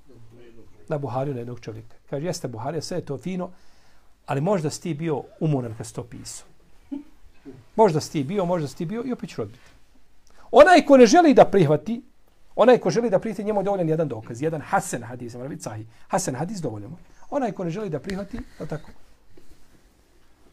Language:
Bosnian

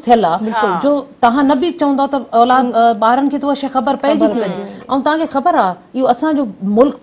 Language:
Sindhi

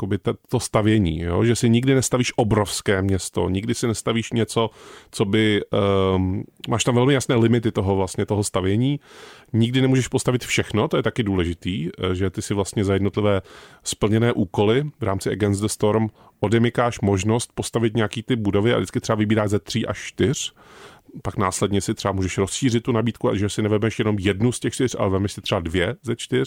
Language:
Czech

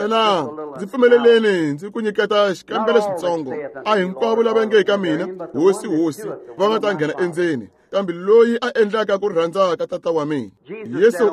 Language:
Tsonga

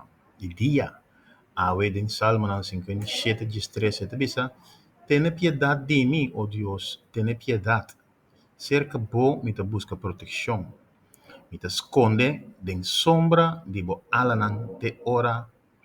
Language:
Papiamento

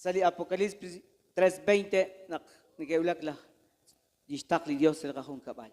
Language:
Kekchí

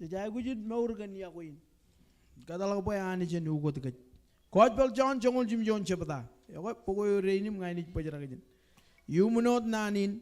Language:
Marshallese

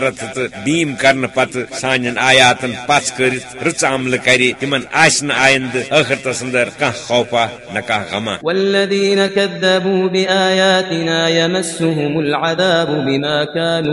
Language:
Kashmiri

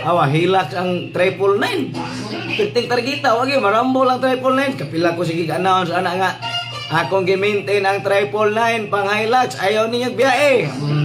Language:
Cebuano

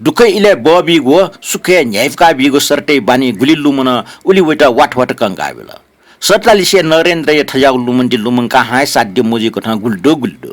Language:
Newari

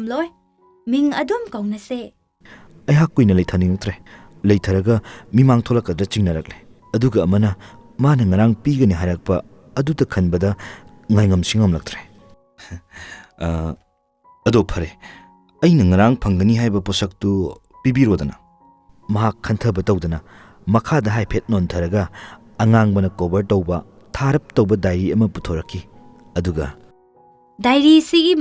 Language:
Manipuri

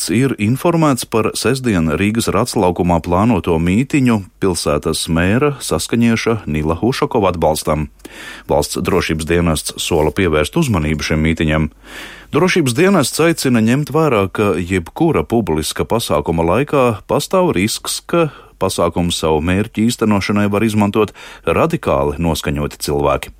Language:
Latvian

